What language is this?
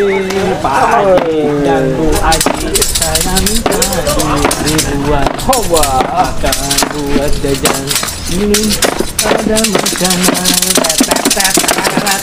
Betawi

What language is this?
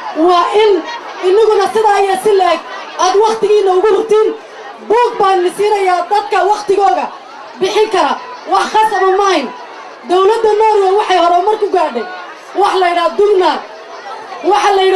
Somali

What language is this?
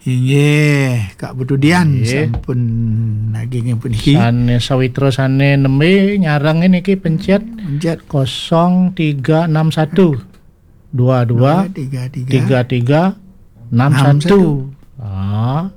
Balinese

